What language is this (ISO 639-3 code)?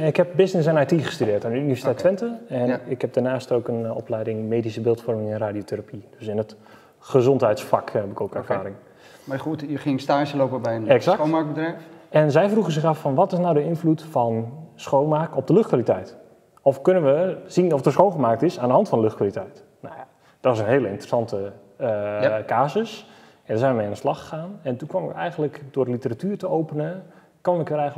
nld